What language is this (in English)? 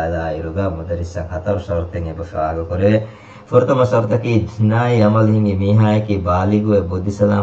Divehi